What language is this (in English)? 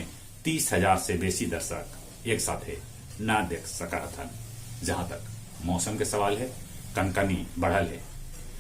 Magahi